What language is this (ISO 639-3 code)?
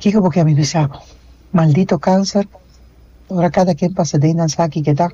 pap